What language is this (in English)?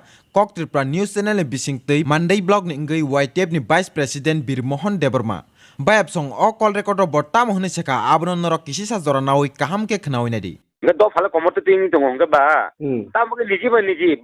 Kok Borok